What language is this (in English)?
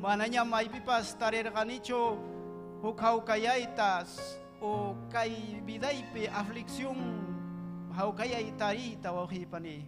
Ayacucho Quechua